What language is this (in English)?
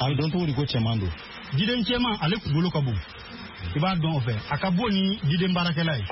Bambara